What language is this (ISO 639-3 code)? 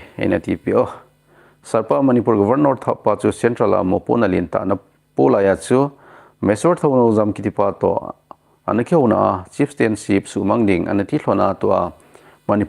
tcz